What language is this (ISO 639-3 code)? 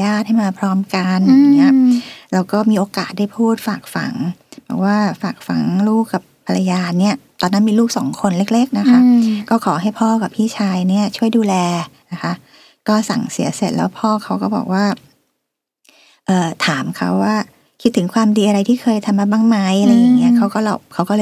tha